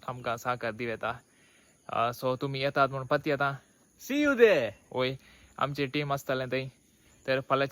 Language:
Konkani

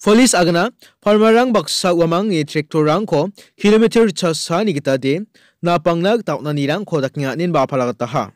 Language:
Garo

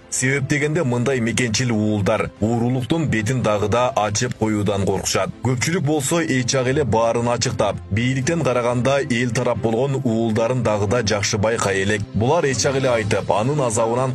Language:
Kyrgyz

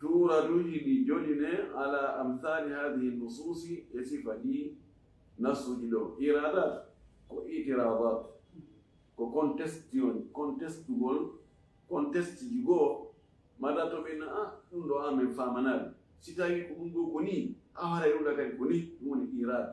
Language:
Fula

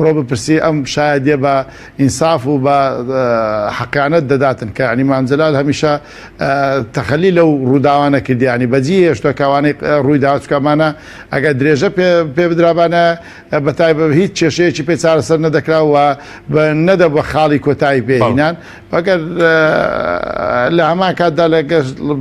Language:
Central Kurdish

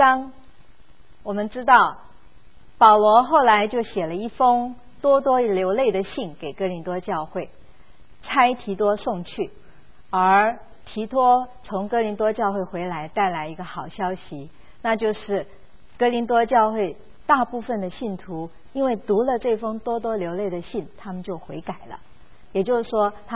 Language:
Chinese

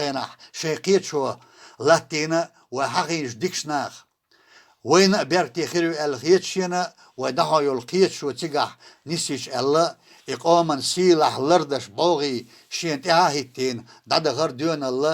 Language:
Chechen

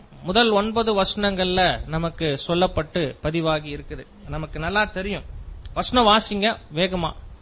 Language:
Tamil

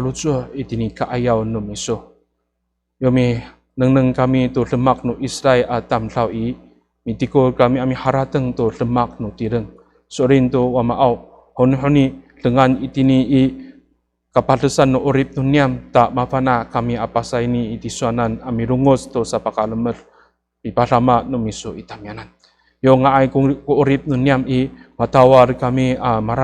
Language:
Amis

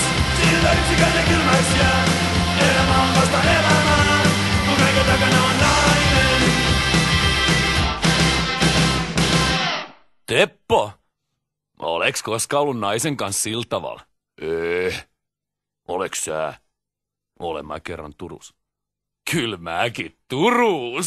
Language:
Finnish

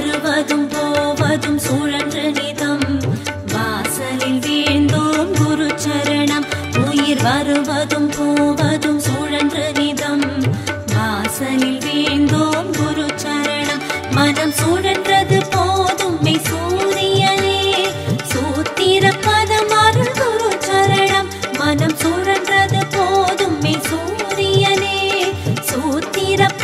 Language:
Tamil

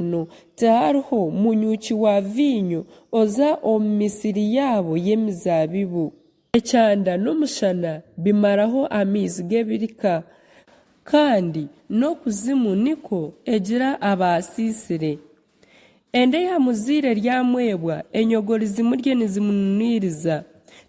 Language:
Nyankole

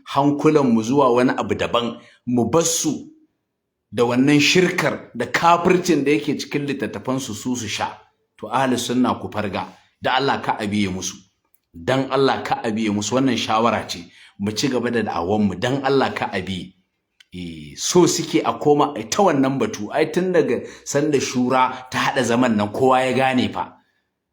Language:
Hausa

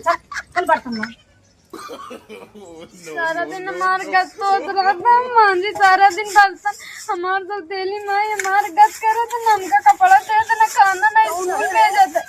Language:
Awadhi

